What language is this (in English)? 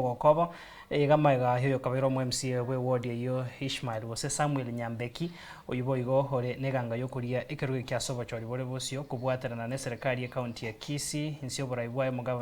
Gusii